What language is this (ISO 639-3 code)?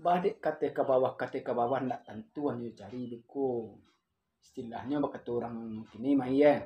min